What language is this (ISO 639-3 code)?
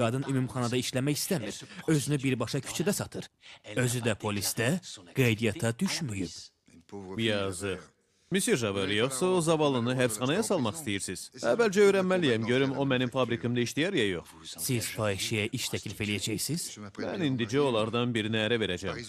aze